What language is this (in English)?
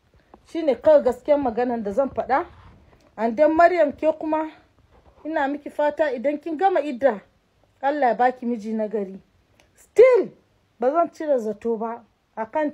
Hausa